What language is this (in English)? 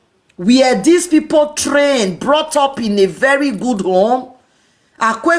Nigerian Pidgin